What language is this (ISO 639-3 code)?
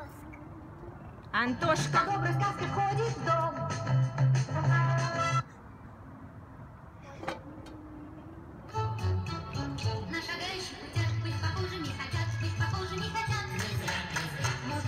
rus